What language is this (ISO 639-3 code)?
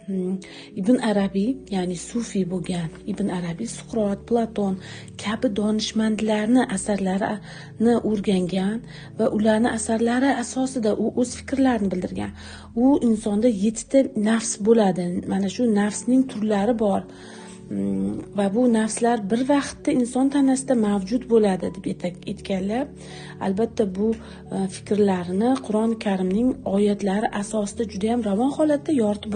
uzb